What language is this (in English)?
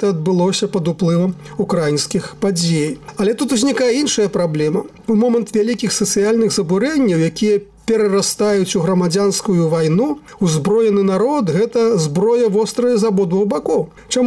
Belarusian